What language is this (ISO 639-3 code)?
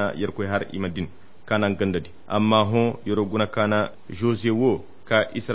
khq